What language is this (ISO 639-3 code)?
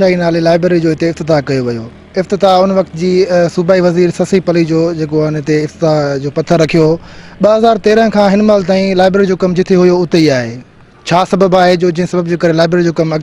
snd